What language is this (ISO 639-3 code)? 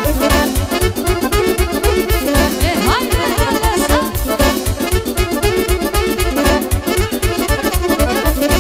ron